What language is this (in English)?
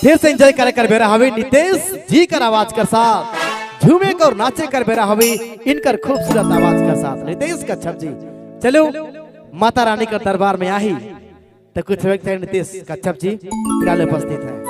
Sadri